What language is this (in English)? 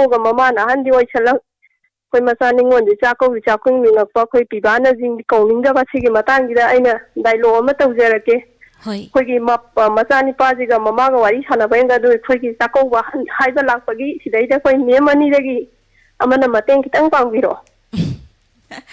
Manipuri